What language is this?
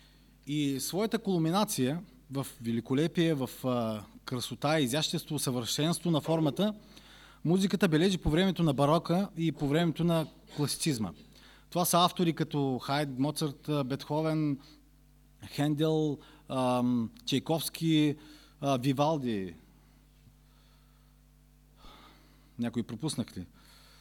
Bulgarian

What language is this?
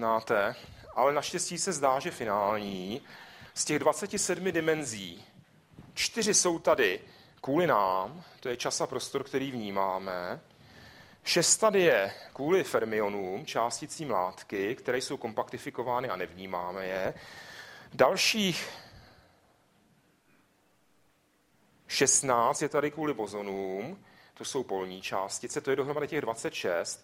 Czech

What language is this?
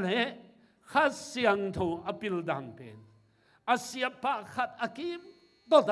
Tedim Chin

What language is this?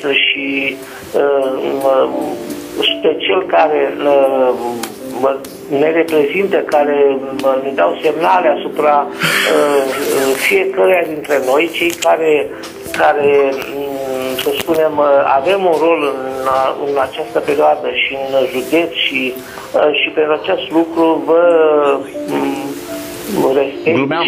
Romanian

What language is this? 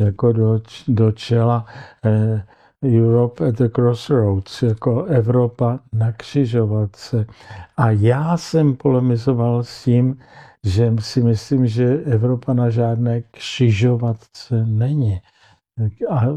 Czech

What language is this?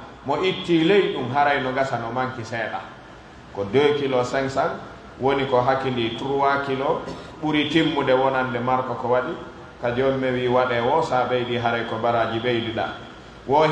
Pular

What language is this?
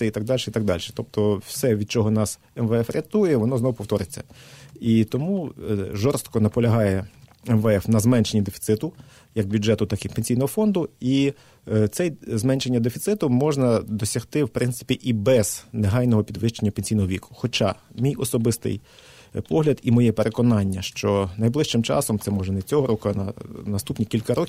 Ukrainian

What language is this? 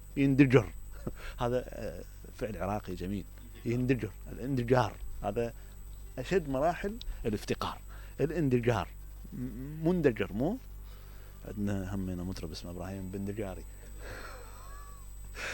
Mesopotamian Arabic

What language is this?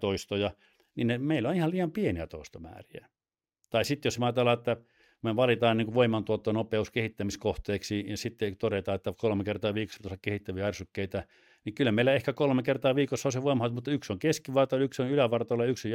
Finnish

